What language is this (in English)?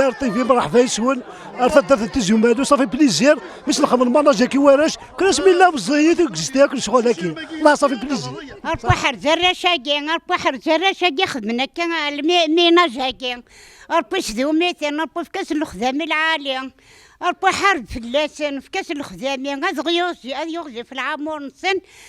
Kabyle